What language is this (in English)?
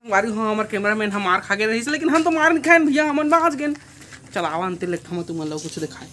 Chhattisgarhi